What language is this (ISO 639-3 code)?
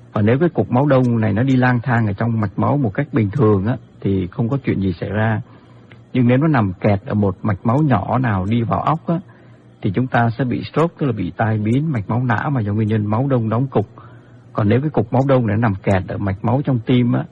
vie